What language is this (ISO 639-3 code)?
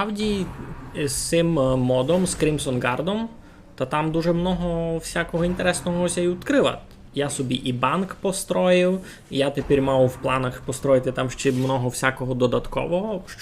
rue